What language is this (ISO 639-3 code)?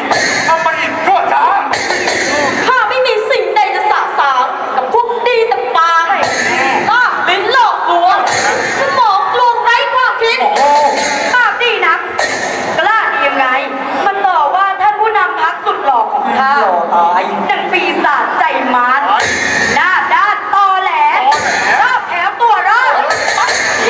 tha